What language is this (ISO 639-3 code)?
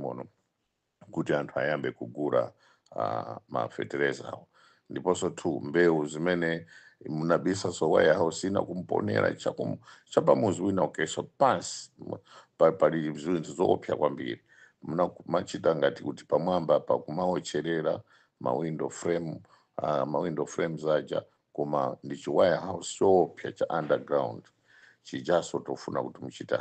nya